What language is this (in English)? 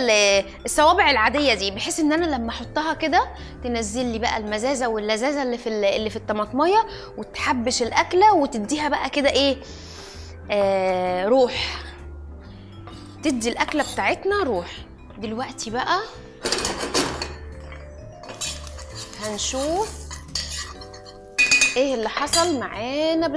Egyptian Arabic